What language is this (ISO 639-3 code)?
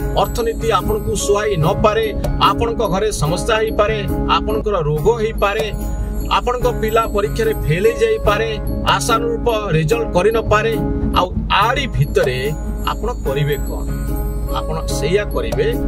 ori